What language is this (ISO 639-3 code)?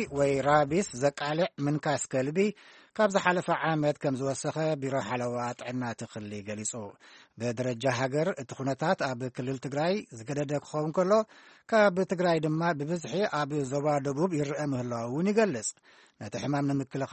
tir